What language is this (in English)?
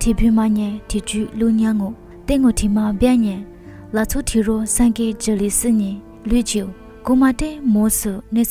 Lisu